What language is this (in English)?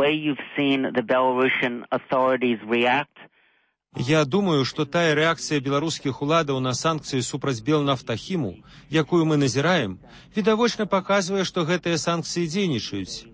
Belarusian